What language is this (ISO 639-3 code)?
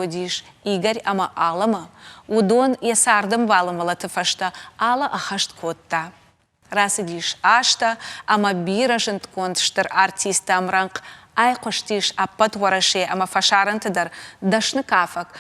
oss